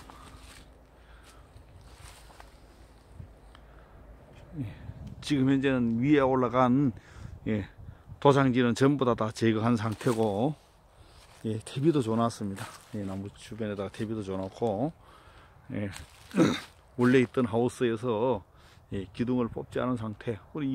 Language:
Korean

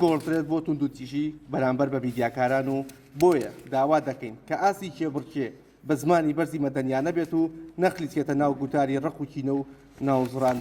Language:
Central Kurdish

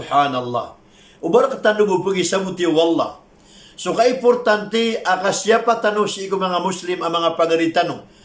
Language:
Maranao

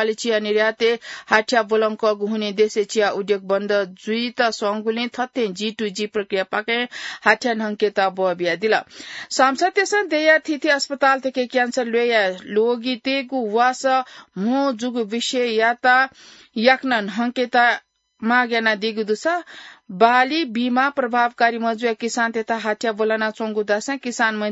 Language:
Newari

